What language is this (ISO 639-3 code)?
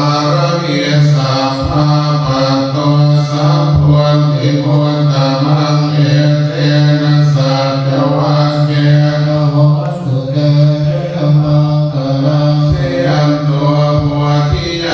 pli